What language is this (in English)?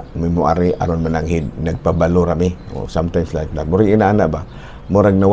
Cebuano